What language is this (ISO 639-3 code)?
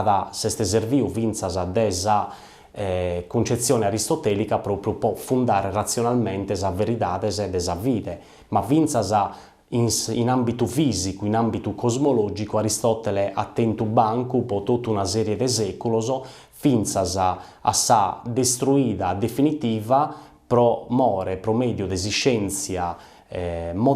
srd